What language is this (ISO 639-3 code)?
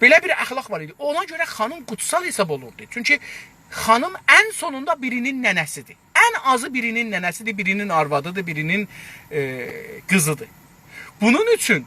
azb